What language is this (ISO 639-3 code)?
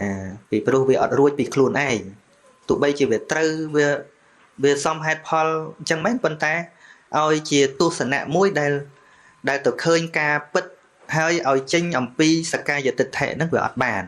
khm